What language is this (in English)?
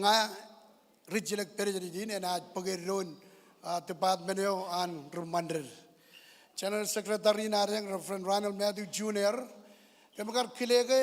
Marshallese